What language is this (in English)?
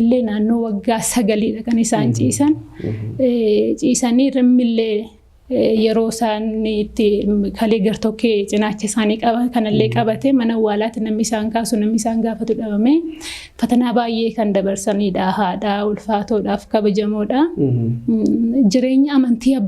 Oromo